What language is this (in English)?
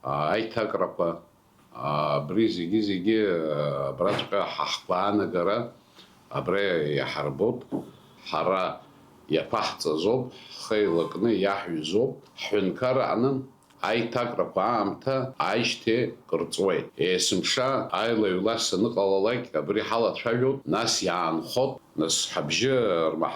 Abkhazian